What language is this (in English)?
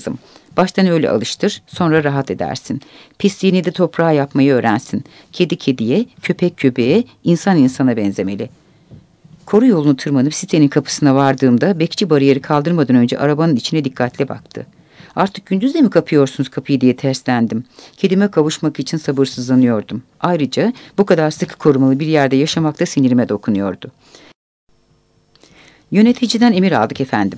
Turkish